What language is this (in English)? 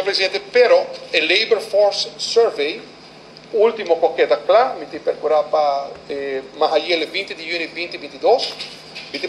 Papiamento